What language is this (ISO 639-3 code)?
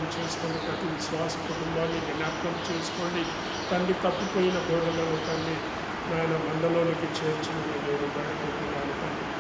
tel